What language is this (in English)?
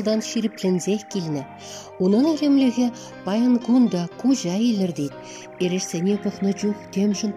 Chuvash